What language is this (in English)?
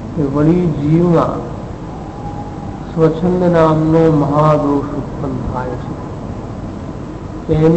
Gujarati